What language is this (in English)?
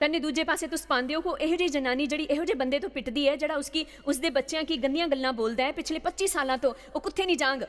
Dogri